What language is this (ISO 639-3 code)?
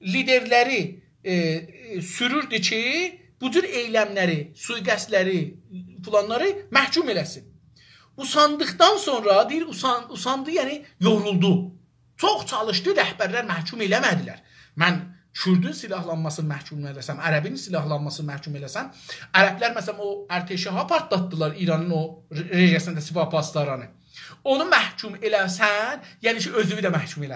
azb